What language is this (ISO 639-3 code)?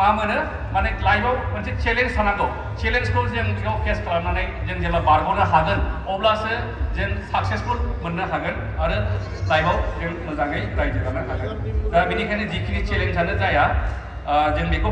brx